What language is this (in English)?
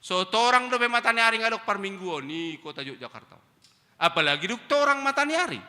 Batak Toba